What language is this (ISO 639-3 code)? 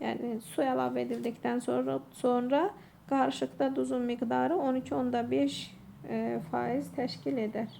aze